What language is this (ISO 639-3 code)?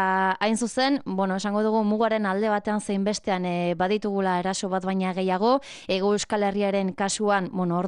eus